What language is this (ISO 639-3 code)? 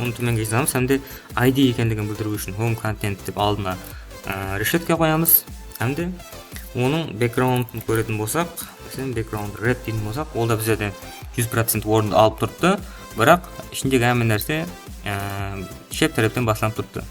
kaa